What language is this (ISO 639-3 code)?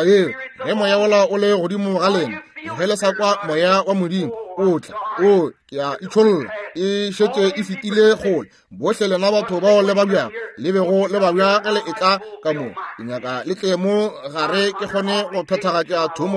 nso